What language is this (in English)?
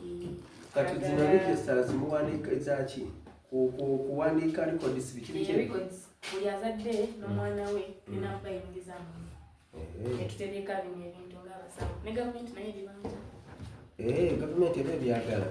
Soga